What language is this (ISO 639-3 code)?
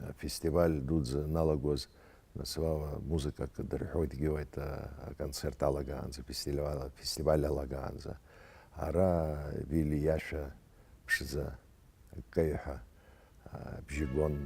abk